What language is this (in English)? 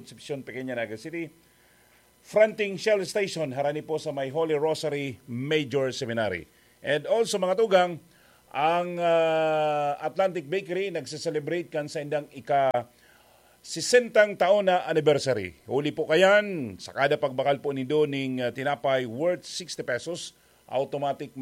Bikol